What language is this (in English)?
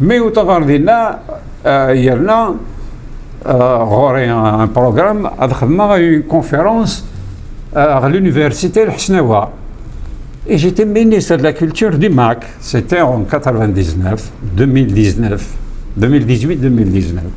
Kabyle